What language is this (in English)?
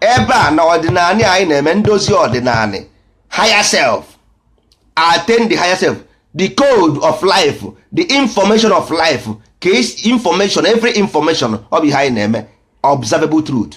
Igbo